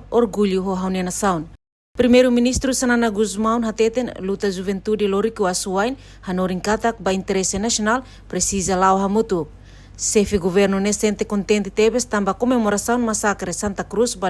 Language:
Tetum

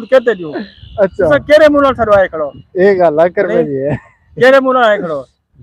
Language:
Saraiki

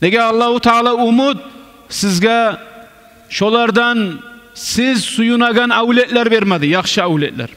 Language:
Kumyk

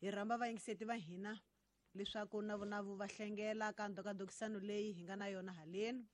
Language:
Tsonga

